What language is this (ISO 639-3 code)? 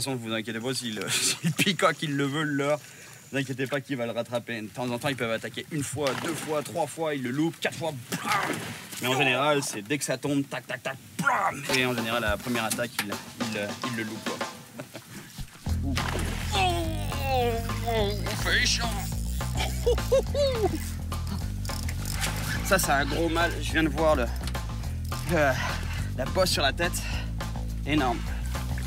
fra